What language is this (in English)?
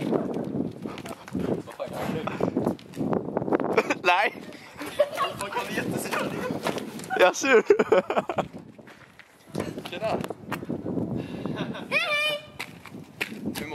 Swedish